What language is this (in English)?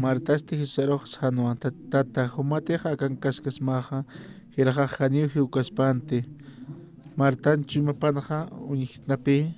Aymara